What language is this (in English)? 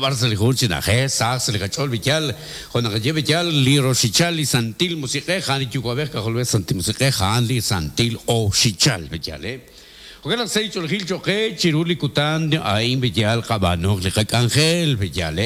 Kekchí